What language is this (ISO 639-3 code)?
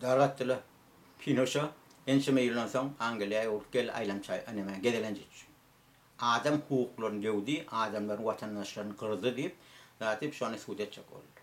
tuk